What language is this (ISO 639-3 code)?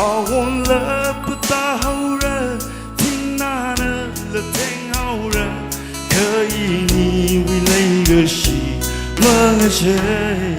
nmf